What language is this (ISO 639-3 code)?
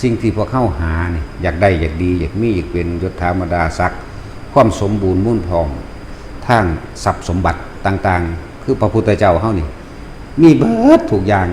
lao